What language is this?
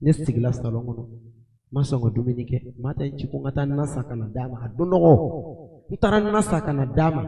Bambara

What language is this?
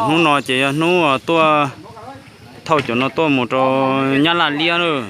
Hmong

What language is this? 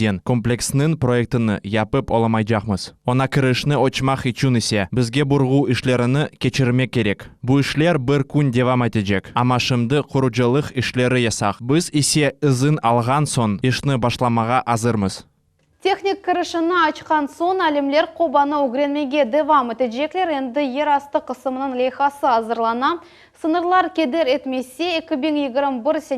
Crimean Tatar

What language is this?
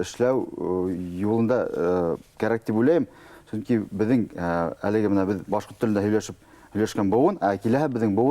Bashkir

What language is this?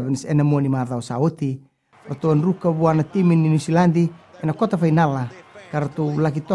Fijian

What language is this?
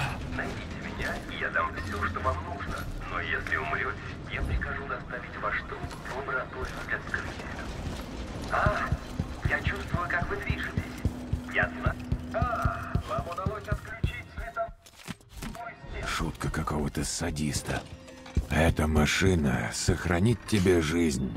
Russian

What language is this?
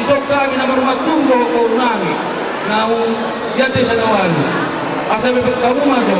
Batak Toba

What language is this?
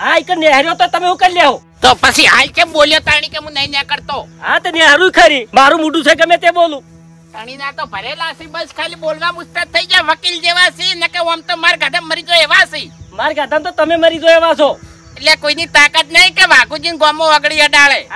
Gujarati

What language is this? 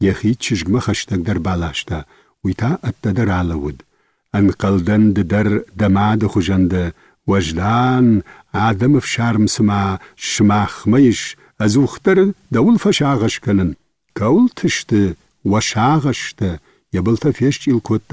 Ossetic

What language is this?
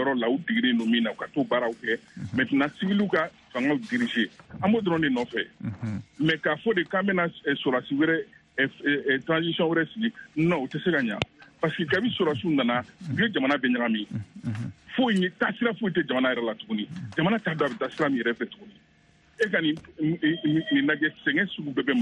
Bambara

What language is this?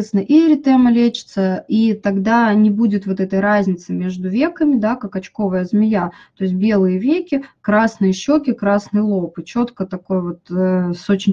Russian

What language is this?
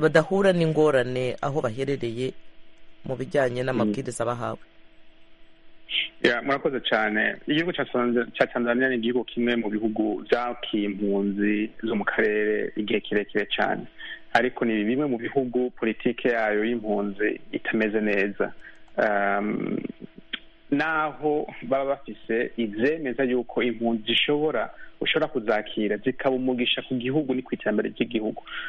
Kinyarwanda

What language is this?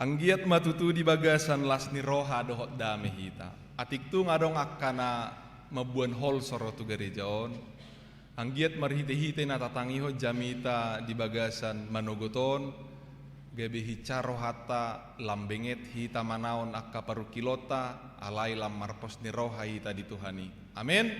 Batak Toba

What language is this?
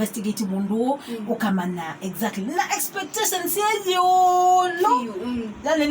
Kamba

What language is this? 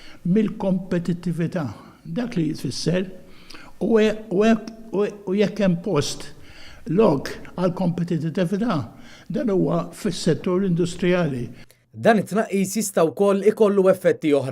Maltese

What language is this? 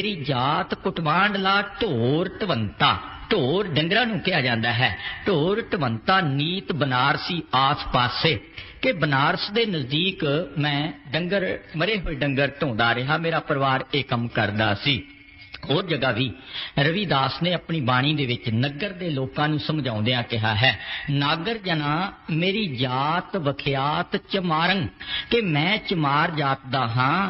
Punjabi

